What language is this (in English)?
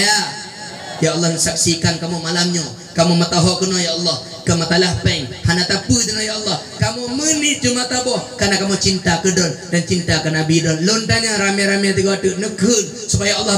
Achinese